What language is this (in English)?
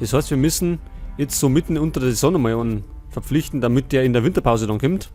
Bavarian